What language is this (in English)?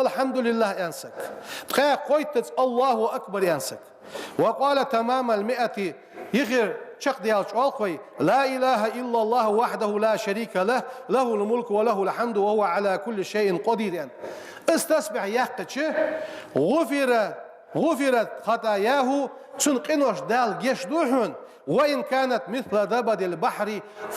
Ingush